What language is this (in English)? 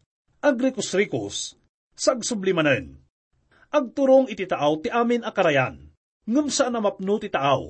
Iloko